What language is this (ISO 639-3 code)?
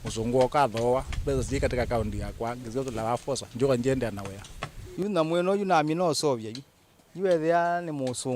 kam